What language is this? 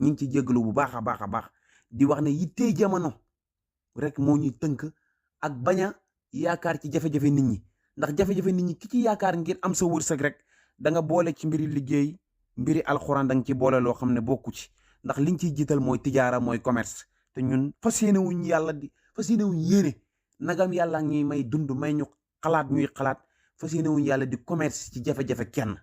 Wolof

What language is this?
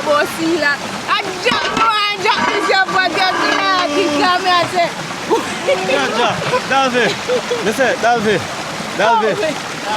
Jamaican Creole English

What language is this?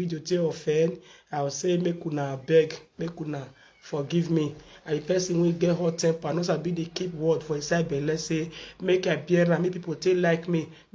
Nigerian Pidgin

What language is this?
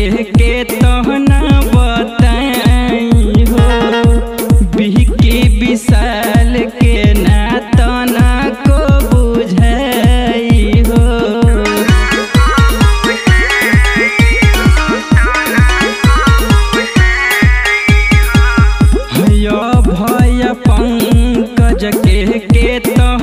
Bhojpuri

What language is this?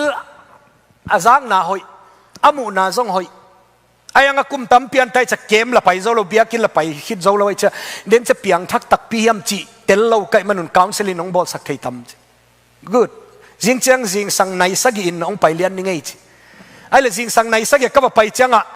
Tedim Chin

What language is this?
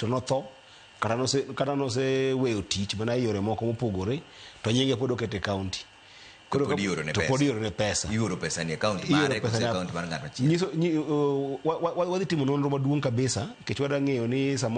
Luo (Kenya and Tanzania)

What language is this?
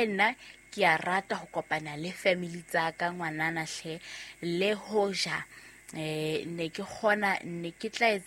Southern Sotho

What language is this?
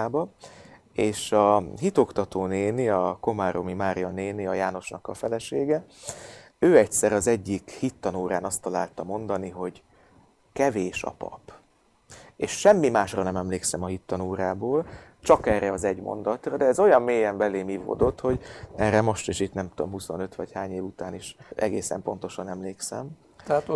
Hungarian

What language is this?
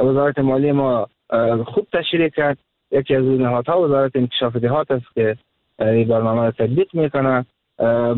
Persian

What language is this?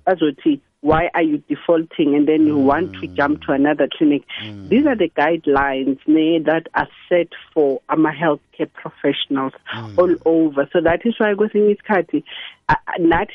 South Ndebele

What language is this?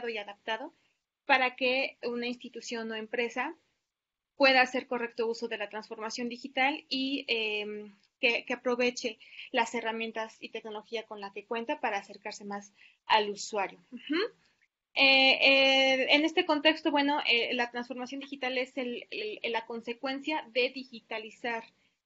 Spanish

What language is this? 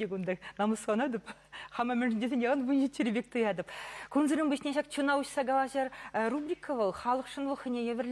Chuvash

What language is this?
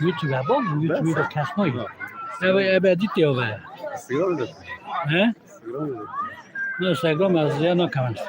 Kurdish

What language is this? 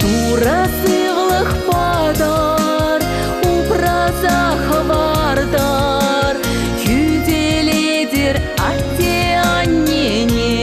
Chuvash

